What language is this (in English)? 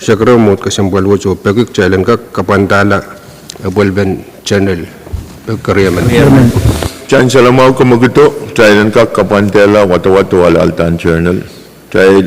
Pohnpeian